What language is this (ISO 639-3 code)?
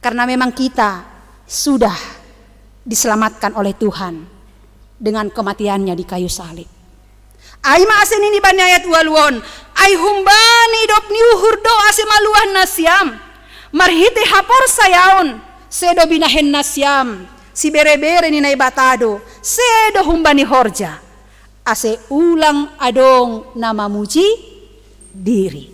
bts